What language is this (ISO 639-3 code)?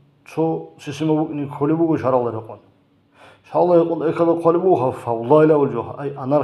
ava